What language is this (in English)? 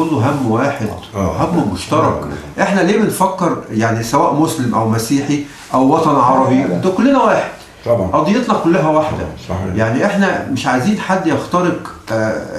Egyptian Arabic